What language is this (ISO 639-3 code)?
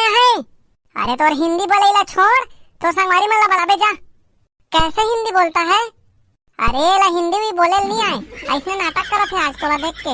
hne